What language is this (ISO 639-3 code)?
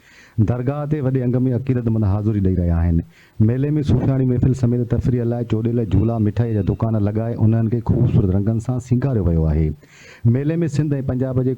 snd